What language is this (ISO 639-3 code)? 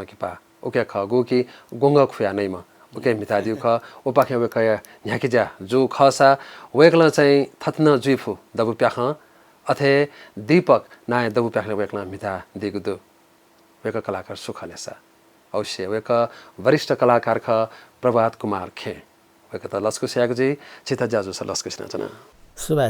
new